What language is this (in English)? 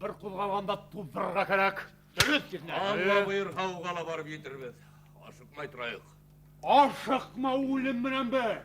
Bashkir